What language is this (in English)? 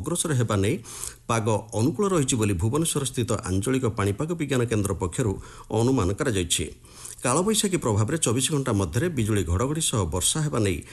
Odia